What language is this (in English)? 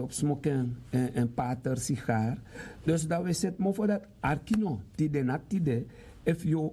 Sranan Tongo